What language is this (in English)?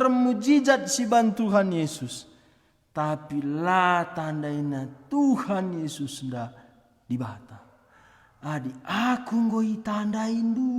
Batak Karo